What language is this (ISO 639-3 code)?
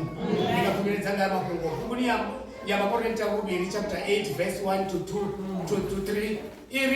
ven